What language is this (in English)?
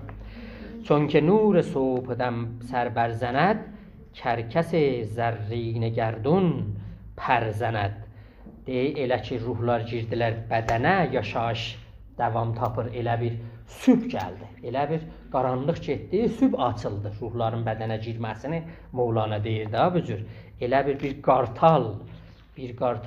South Azerbaijani